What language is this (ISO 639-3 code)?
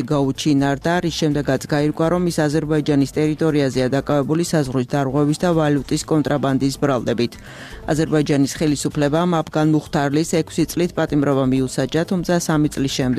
kat